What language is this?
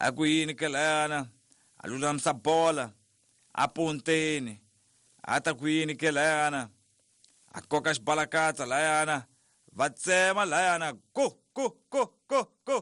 Tsonga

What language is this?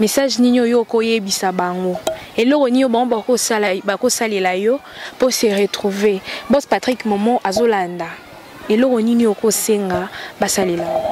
Lingala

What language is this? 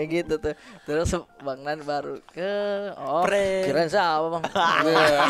Makassar Malay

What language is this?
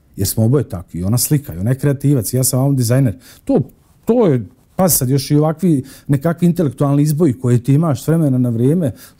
Bosnian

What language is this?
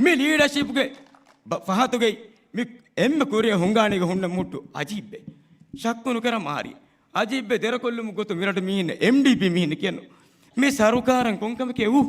Divehi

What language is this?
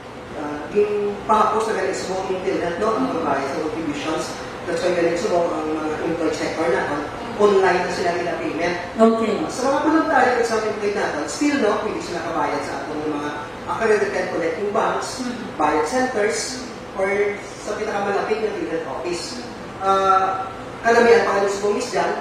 Hiligaynon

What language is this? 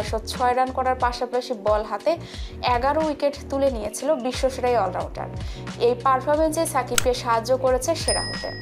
Bangla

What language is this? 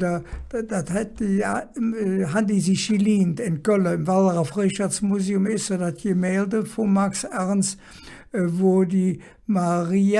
Colognian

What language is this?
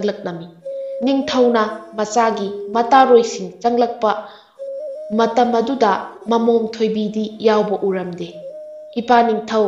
Manipuri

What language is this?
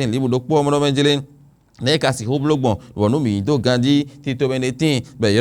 Fon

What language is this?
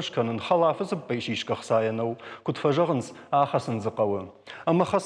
Ossetic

